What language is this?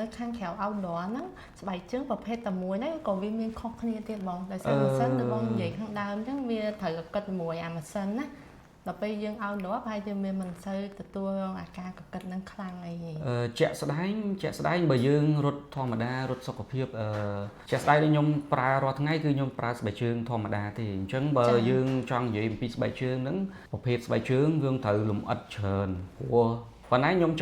Khmer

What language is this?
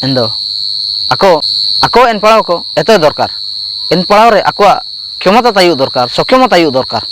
Ho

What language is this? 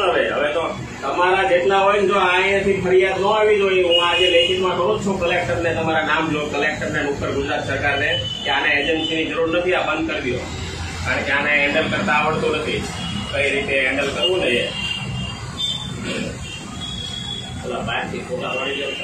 Gujarati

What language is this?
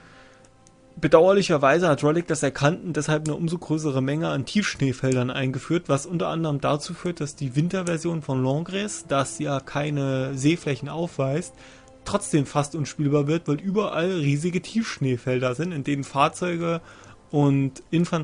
German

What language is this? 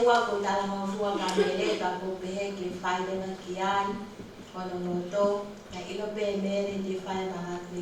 Tongan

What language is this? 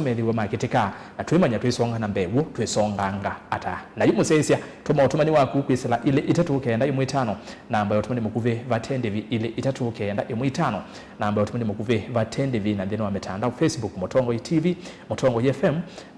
Kamba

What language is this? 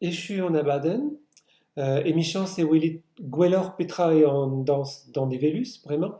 Breton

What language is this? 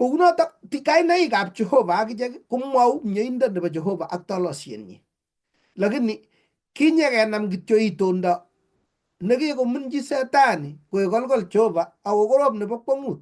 Kalenjin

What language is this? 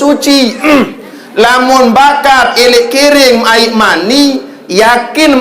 Sasak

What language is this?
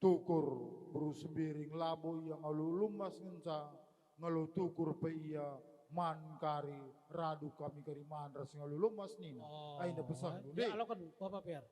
Batak Karo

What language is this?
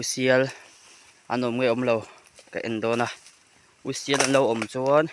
Mizo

